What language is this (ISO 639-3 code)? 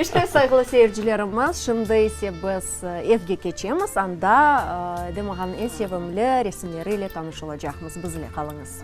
crh